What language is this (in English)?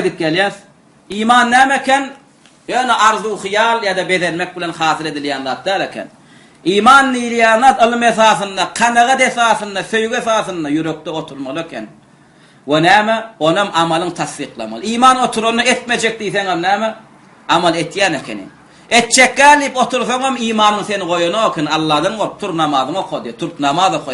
Turkmen